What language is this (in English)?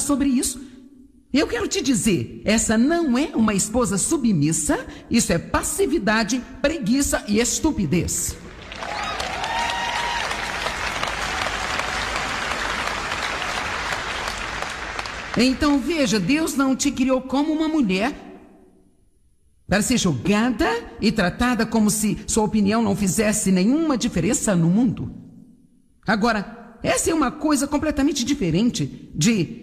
Portuguese